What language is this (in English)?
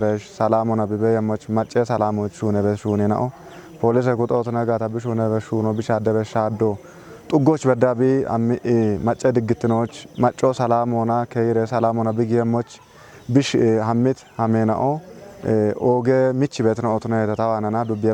Kafa